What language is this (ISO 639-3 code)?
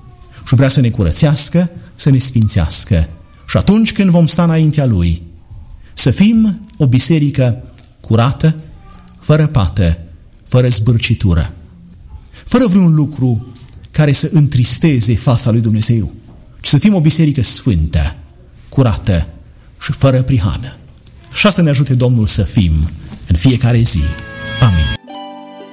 ron